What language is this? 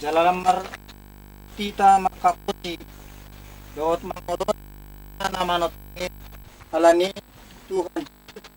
Batak Toba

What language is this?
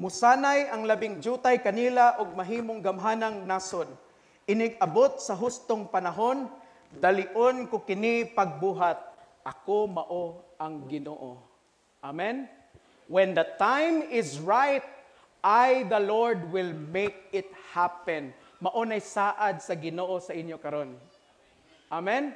Cebuano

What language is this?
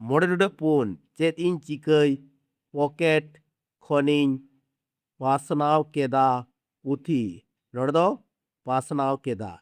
Santali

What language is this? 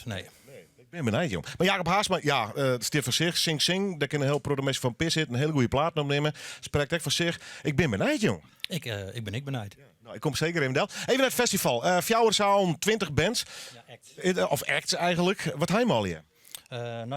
Western Frisian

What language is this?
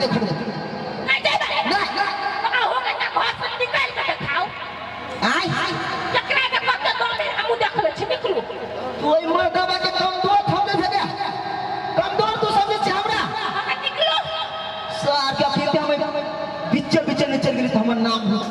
Maithili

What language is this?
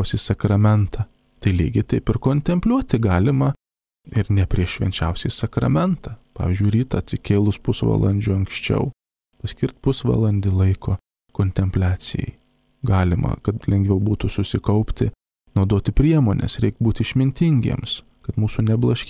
Lithuanian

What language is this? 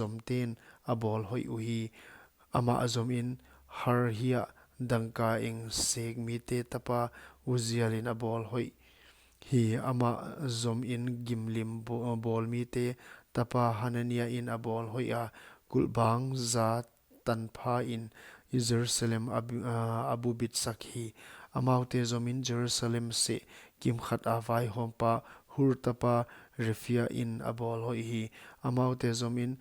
Paite Chin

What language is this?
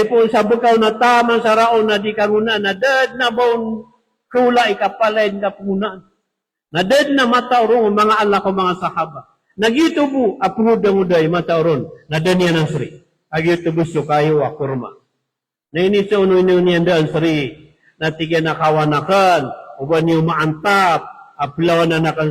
Maranao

